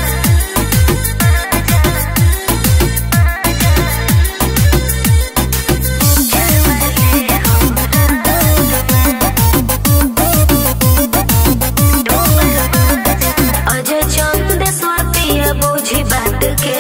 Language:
Bhojpuri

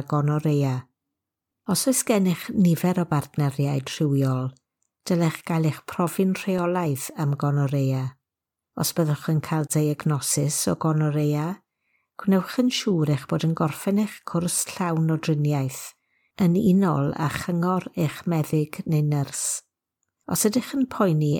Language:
Welsh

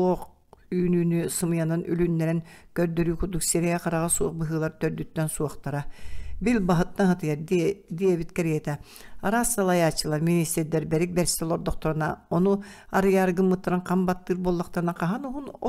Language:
Yakut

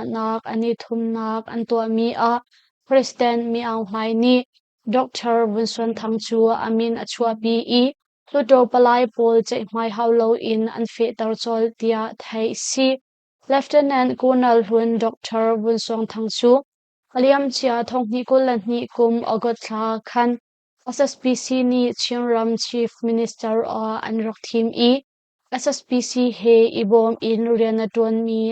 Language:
Hakha Chin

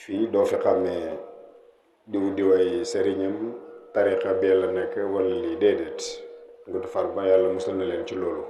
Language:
Wolof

